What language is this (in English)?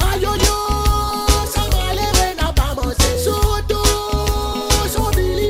Seselwa Creole French